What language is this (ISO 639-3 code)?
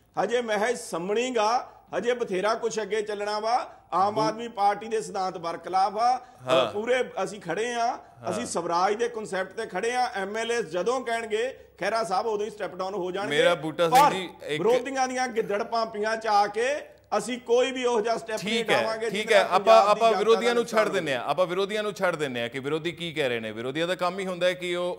pan